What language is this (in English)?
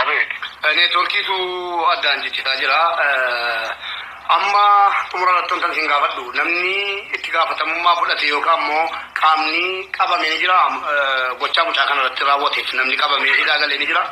Oromo